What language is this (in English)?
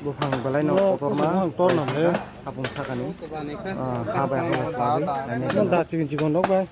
Kok Borok